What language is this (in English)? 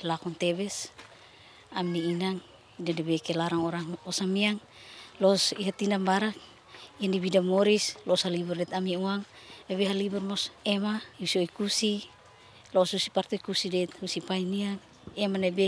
Tetum